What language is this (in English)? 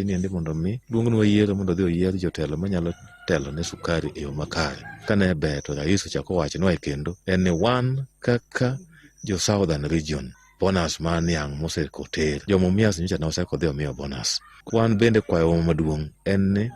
Luo (Kenya and Tanzania)